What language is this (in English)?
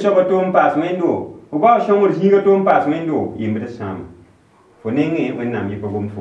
Mossi